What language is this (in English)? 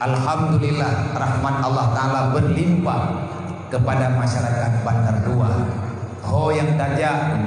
Achinese